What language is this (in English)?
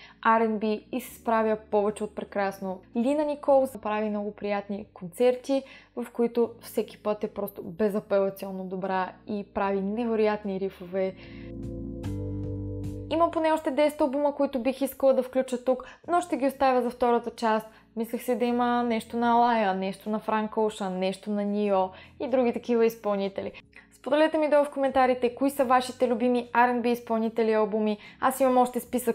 Bulgarian